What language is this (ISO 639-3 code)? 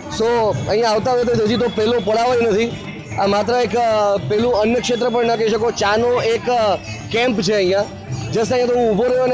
guj